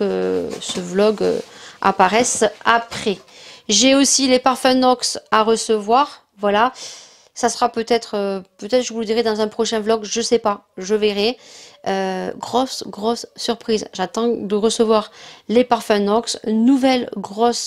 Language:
French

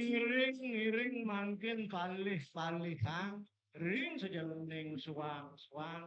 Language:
Balinese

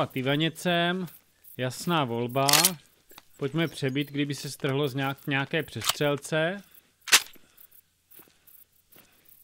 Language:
Czech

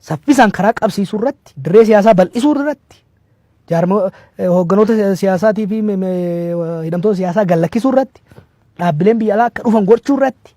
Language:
Oromo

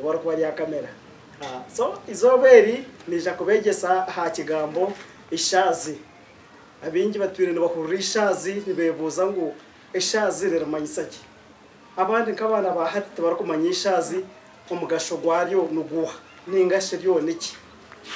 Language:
Nyankole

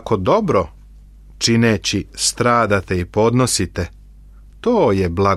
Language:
Serbian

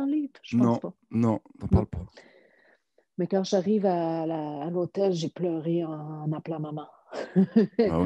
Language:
French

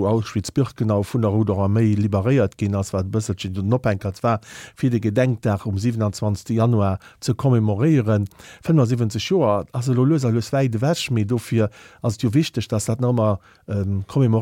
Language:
Luxembourgish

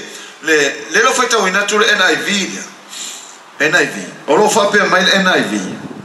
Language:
Samoan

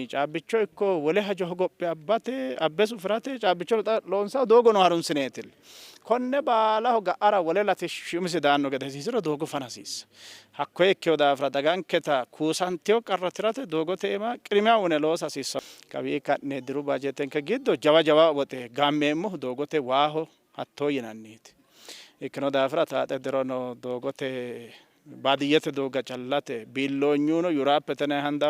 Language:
Sidamo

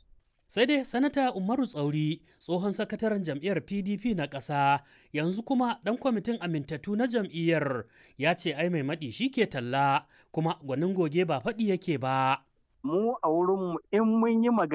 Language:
Hausa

